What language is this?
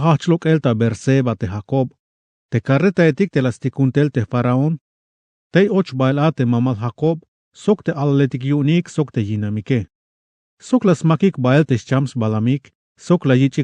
Tzeltal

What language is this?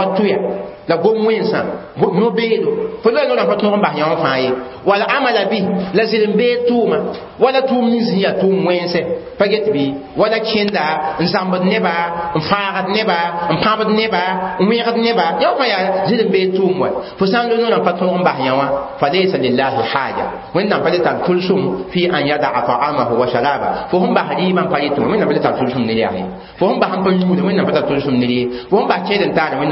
Mossi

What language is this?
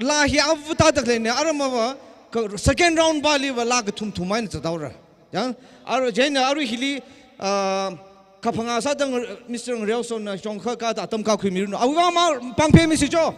Tangkhul Naga (India)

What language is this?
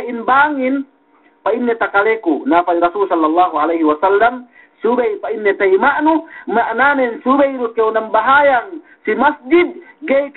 Yakan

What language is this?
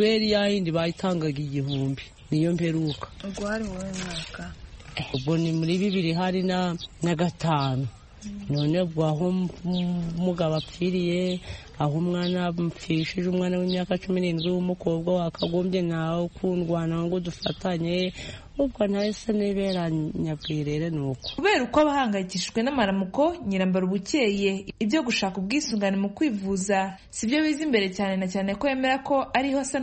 Kinyarwanda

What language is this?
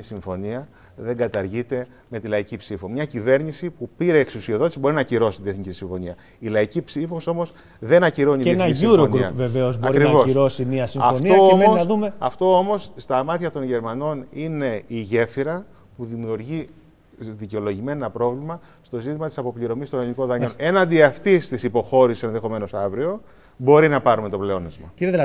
Greek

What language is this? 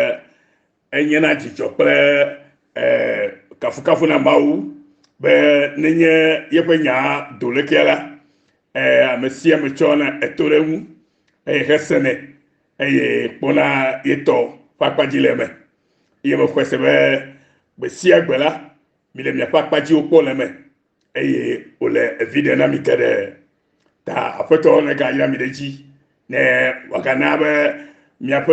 Ewe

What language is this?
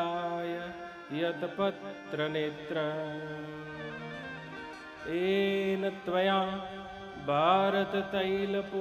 Gujarati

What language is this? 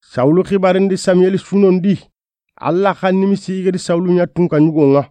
Soninke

